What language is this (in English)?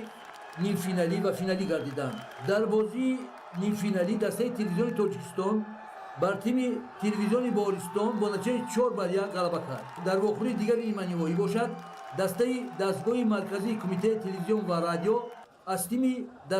Tajik